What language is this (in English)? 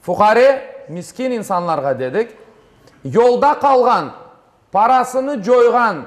Crimean Tatar